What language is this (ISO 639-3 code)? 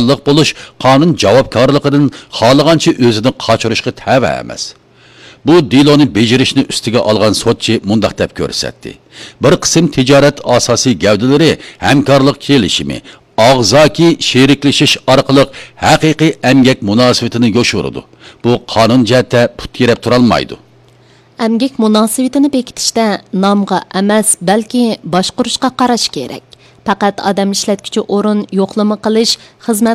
uig